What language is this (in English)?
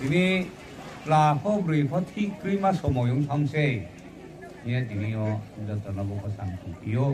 Riang (India)